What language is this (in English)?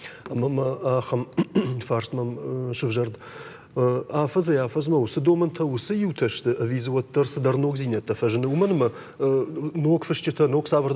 Ossetic